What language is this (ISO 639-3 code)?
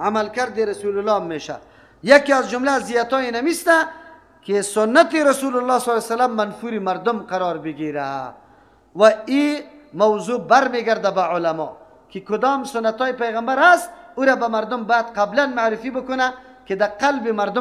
fas